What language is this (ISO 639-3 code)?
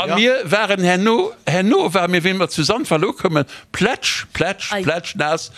ltz